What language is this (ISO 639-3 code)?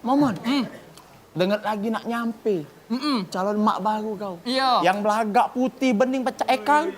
mui